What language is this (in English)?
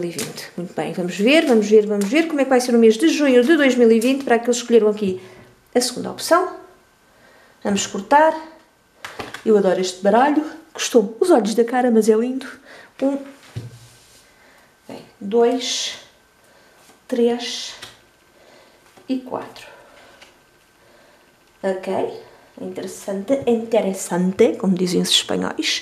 Portuguese